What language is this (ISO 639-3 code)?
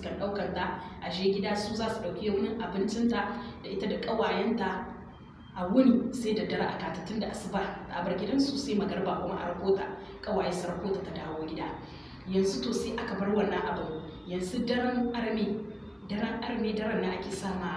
hau